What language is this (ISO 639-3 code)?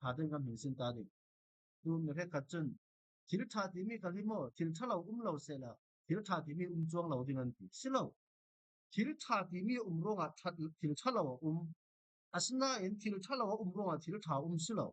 cfm